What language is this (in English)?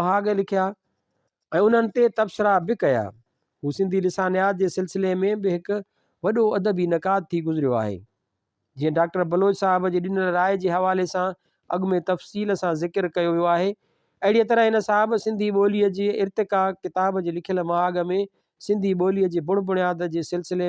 Sindhi